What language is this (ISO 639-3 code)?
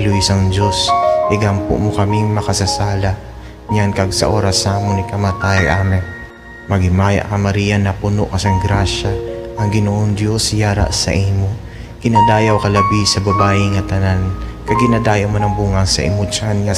hil